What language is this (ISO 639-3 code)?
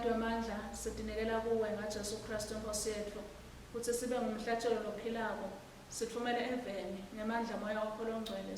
ssw